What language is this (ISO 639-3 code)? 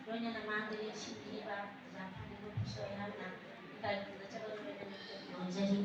mni